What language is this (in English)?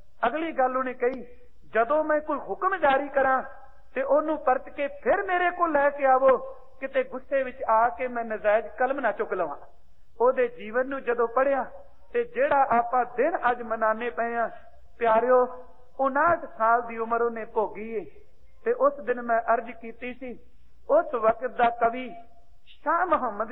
Punjabi